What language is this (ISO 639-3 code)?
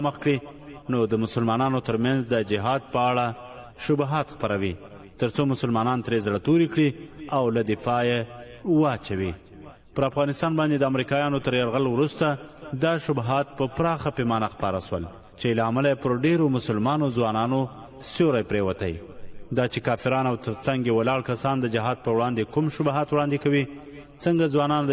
pus